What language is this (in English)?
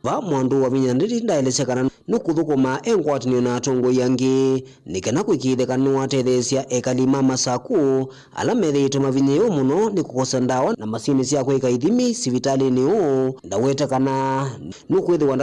Kamba